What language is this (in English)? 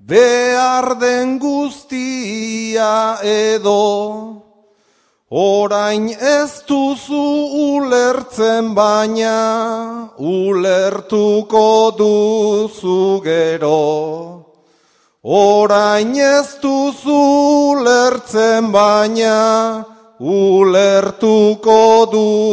Basque